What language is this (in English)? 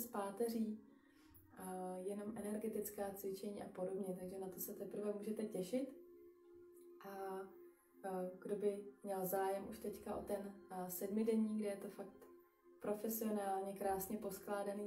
Czech